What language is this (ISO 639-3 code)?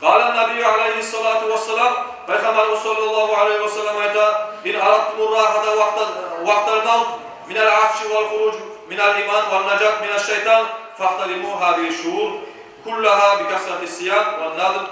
kum